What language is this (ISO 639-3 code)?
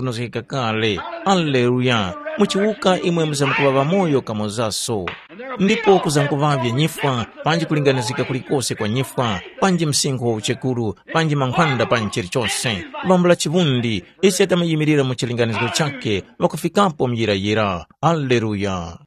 tum